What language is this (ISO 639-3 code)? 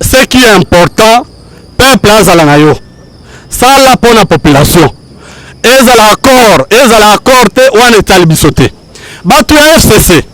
lin